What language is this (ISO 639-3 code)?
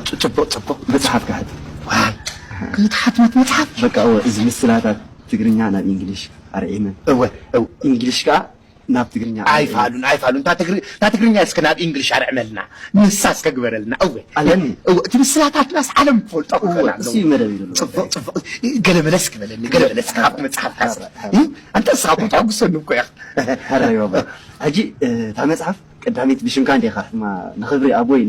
tir